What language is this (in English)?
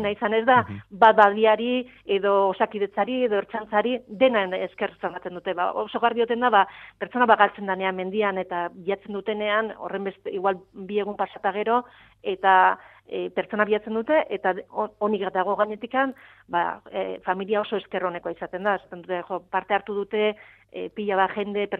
Basque